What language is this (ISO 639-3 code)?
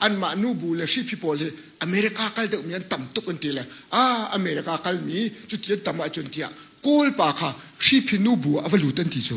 cnh